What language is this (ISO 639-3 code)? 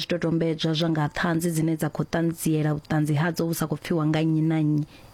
ven